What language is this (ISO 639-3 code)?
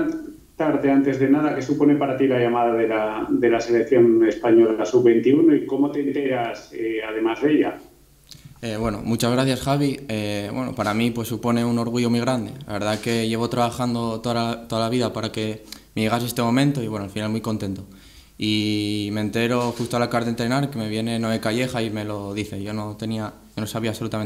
spa